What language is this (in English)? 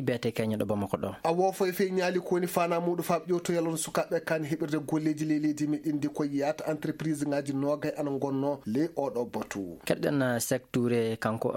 Fula